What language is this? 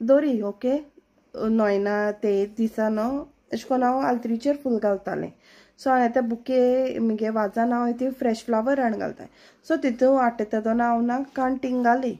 Konkani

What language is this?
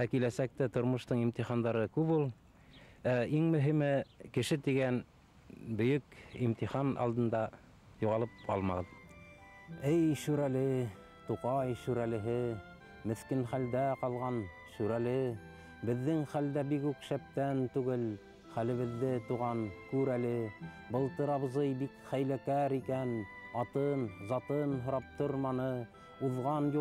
Bashkir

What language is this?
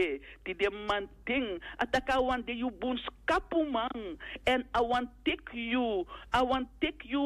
Sranan Tongo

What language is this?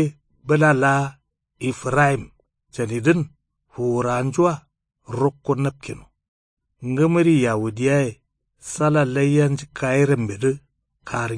Kanuri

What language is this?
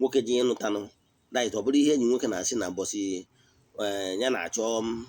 Igbo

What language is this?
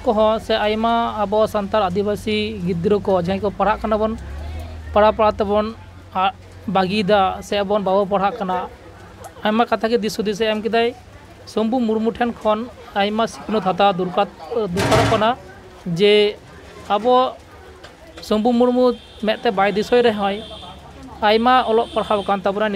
Santali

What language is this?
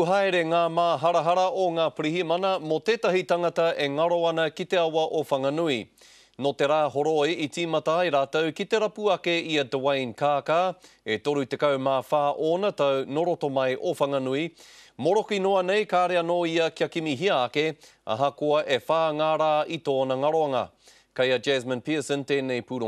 Māori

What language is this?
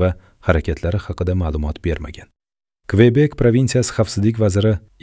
Uzbek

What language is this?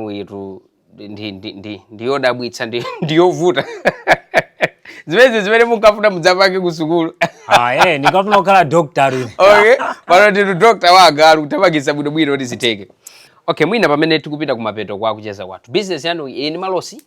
Nyanja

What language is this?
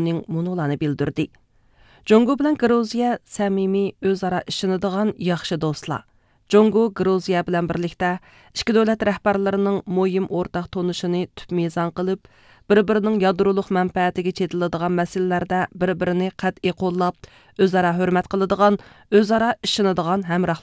Uyghur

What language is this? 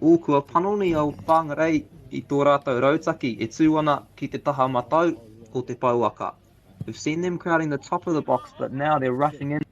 Māori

